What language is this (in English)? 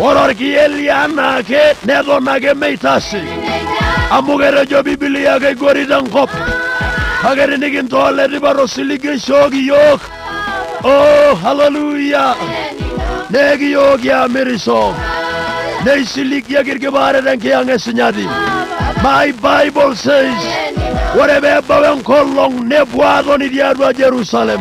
Masai